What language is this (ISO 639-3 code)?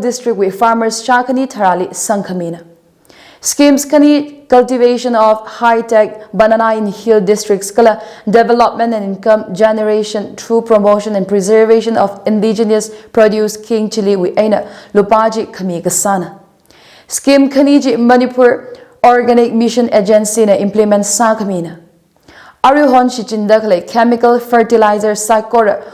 nmf